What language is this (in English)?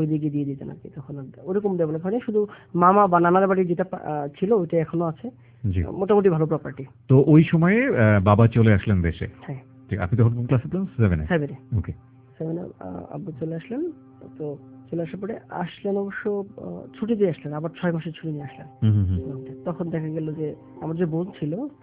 Bangla